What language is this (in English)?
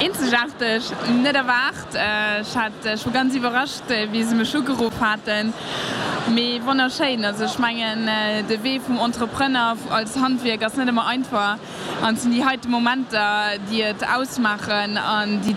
Luxembourgish